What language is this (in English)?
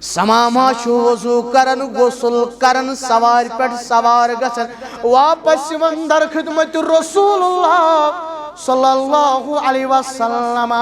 Kashmiri